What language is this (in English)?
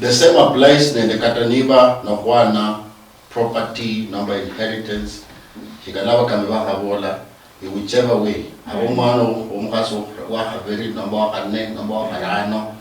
Luyia